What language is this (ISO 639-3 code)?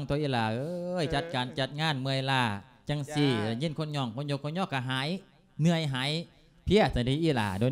lao